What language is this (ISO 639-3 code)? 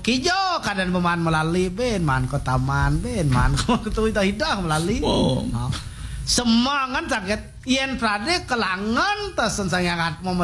ban